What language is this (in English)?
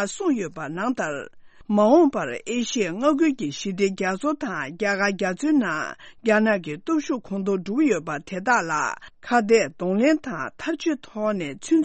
Tibetan